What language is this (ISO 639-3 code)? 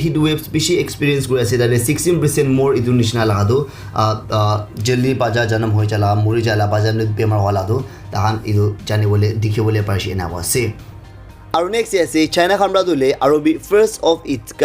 nag